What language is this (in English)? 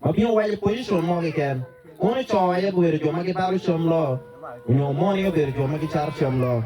Acoli